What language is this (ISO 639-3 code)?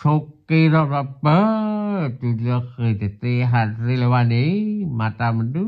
ksw